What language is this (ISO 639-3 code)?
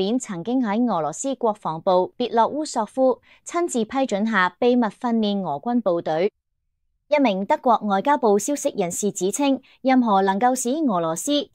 yue